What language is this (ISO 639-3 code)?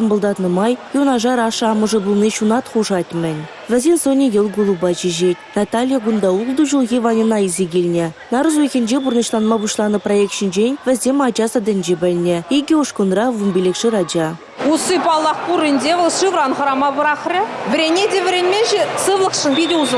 chv